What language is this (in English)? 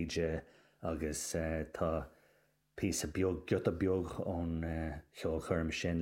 Irish